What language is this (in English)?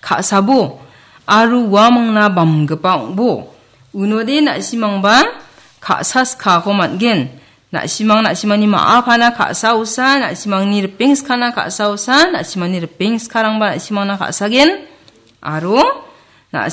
Garo